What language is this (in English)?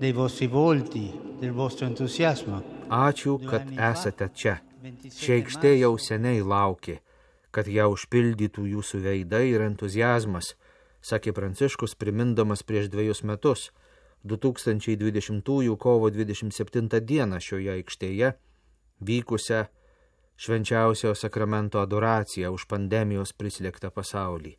Lithuanian